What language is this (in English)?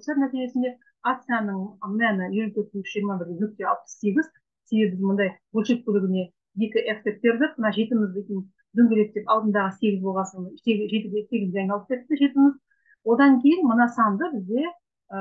Kazakh